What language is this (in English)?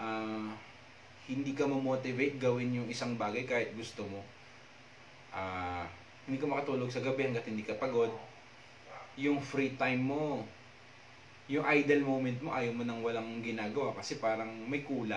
Filipino